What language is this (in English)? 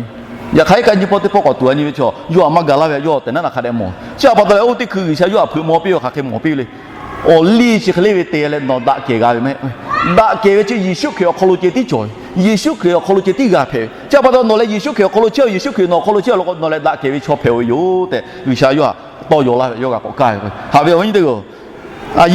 Lahu